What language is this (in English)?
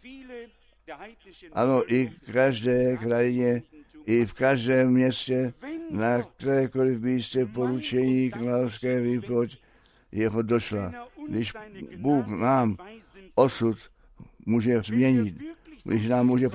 Czech